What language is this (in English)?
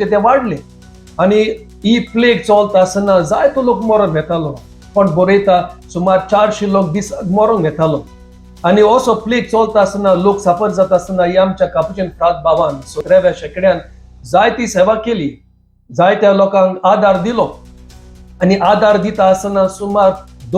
Konkani